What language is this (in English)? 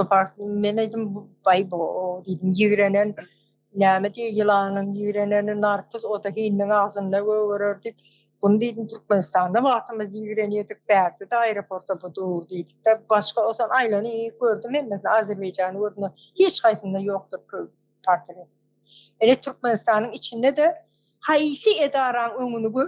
Turkmen